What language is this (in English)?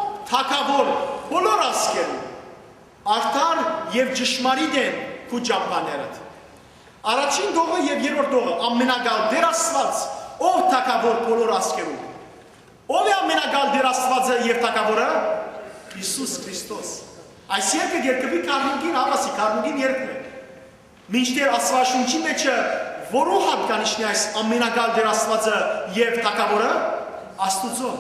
Western Armenian